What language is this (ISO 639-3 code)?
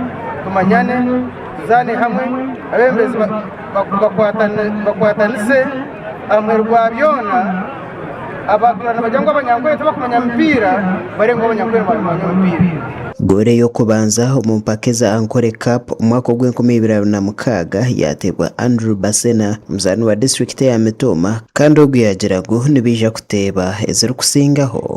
nyn